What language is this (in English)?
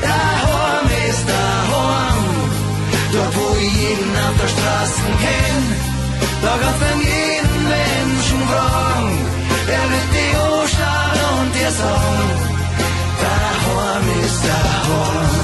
Bavarian